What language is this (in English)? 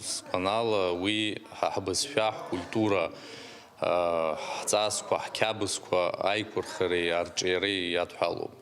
Abkhazian